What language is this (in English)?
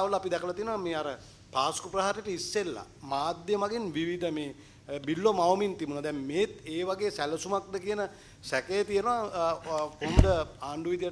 Sinhala